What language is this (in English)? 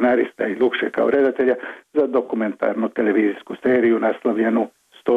Croatian